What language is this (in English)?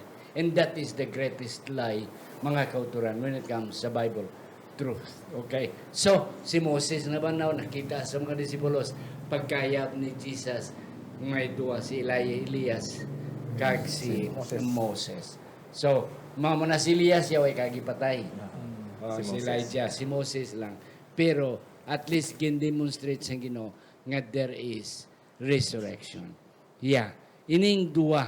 Hiligaynon